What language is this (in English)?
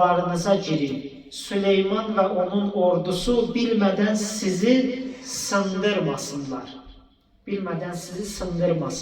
Azerbaijani